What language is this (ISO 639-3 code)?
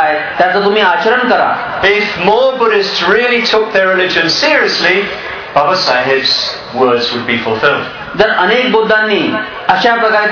mar